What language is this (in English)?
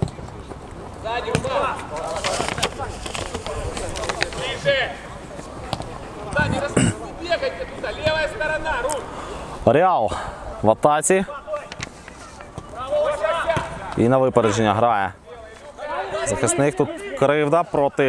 Ukrainian